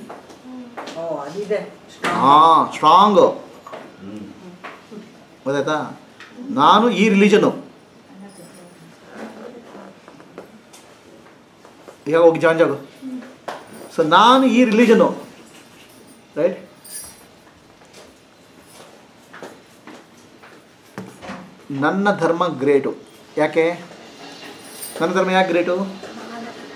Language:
Kannada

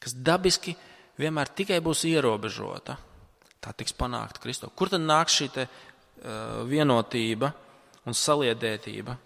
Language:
Latvian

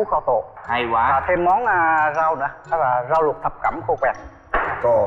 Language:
Vietnamese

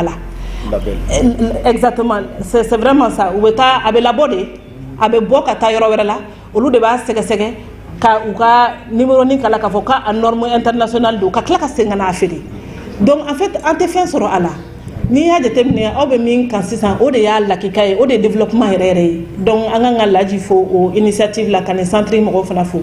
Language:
Bambara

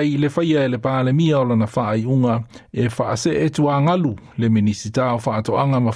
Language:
Samoan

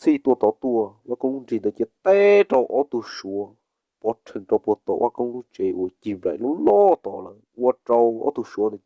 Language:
Hmong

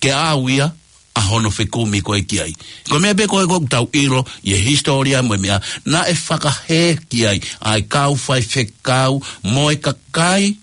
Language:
Tongan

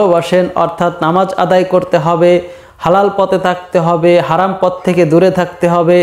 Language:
Bangla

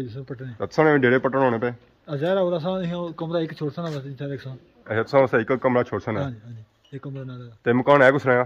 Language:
Pahari-Potwari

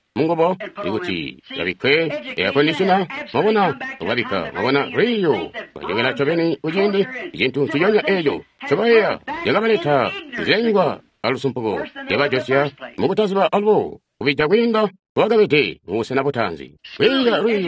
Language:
Tonga (Zambia)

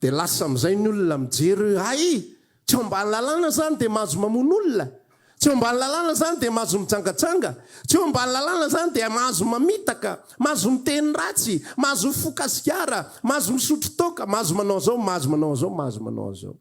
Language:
Malagasy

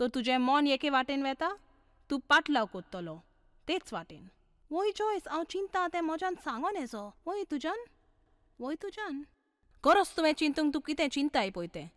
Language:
Konkani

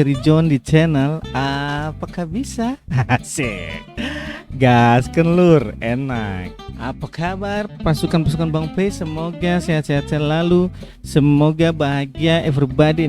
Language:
Ambonese Malay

